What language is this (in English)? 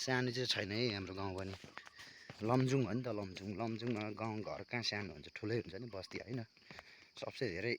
Nepali